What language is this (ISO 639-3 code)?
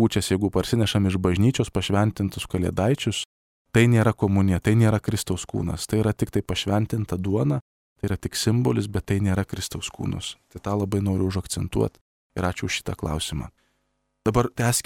lit